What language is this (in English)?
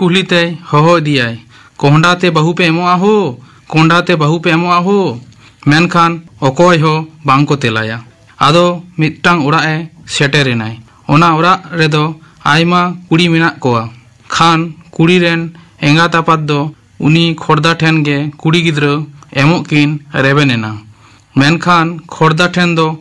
Santali